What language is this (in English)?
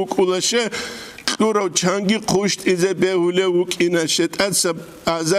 Avaric